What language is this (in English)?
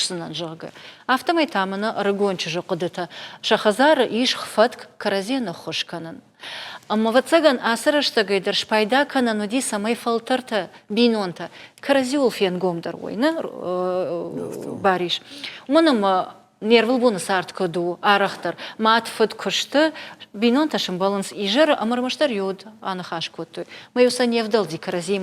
Ossetic